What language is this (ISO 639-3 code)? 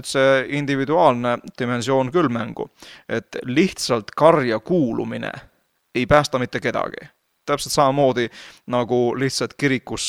est